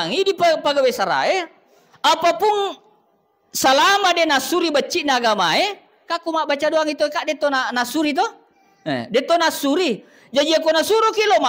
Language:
Buginese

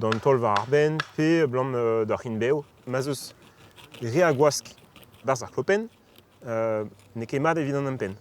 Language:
Breton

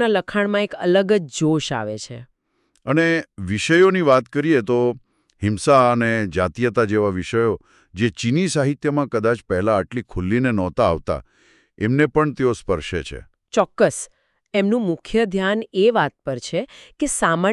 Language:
Gujarati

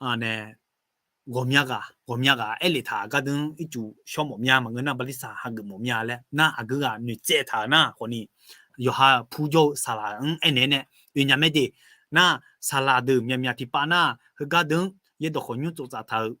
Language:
Akha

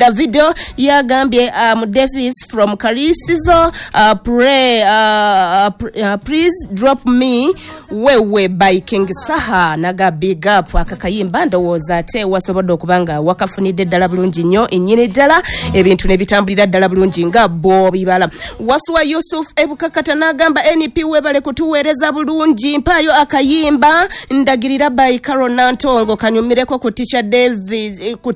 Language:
Ganda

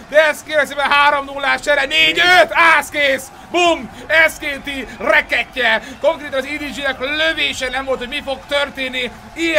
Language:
Hungarian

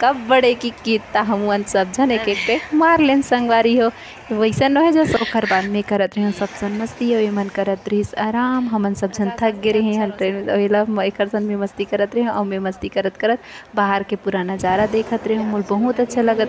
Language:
Chhattisgarhi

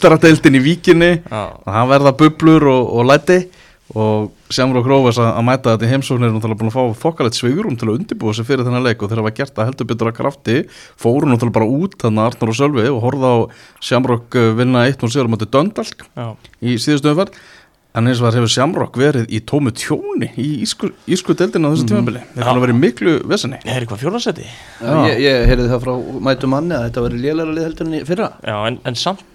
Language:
Icelandic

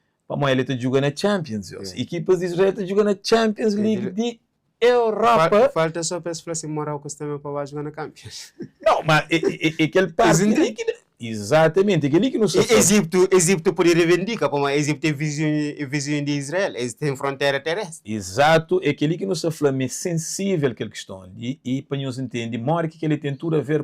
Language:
Kabuverdianu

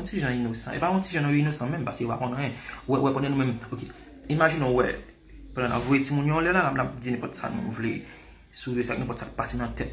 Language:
Haitian Creole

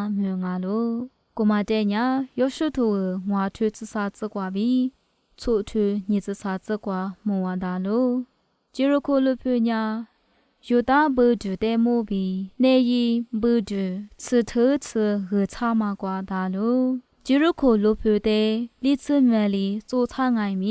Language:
Lisu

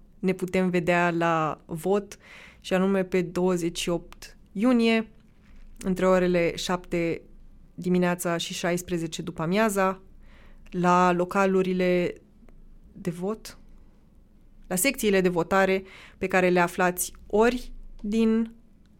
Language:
Romanian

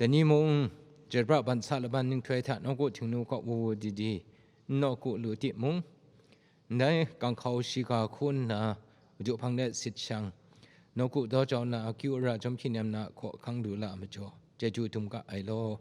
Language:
Kachin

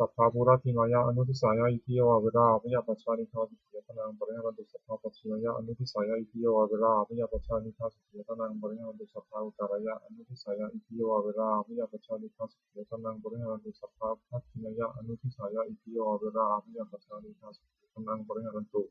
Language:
Pali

